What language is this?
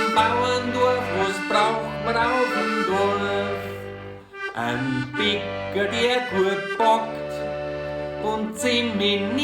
Bavarian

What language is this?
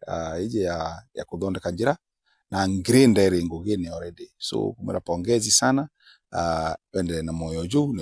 Meru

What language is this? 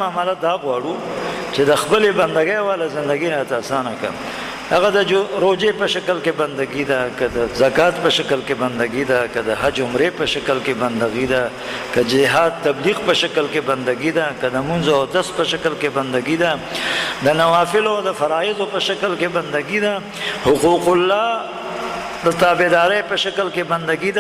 Pashto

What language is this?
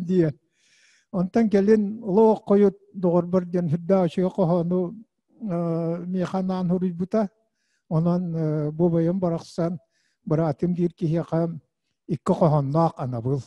Yakut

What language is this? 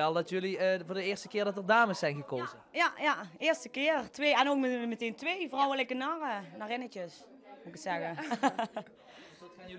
Limburgish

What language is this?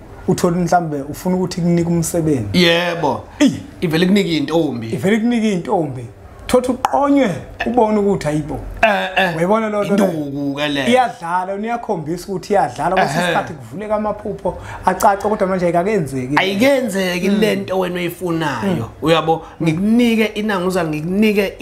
Zulu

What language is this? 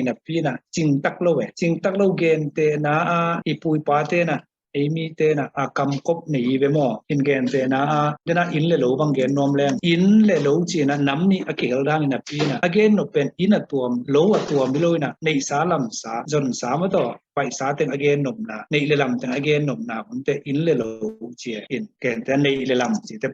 Tedim Chin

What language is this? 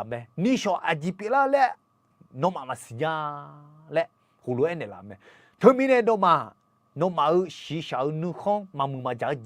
Akha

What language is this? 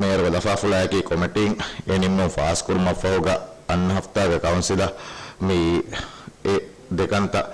Divehi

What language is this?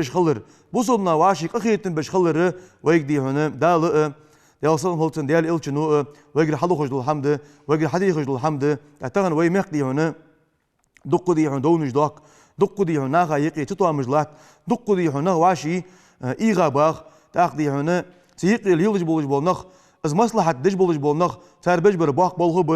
Ingush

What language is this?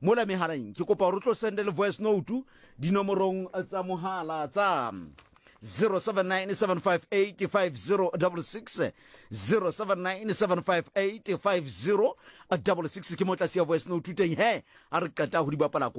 Southern Sotho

